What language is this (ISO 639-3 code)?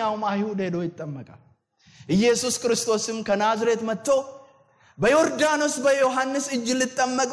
amh